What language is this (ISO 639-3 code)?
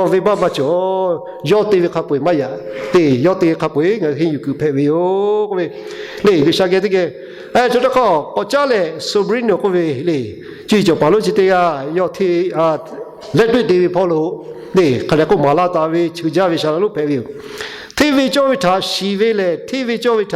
lhu